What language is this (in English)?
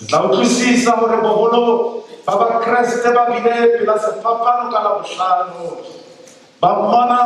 Southern Sotho